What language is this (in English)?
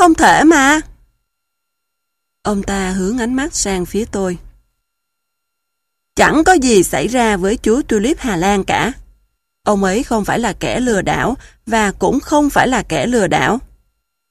Vietnamese